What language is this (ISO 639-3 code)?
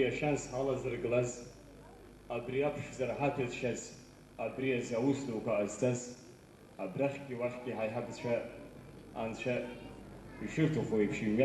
abk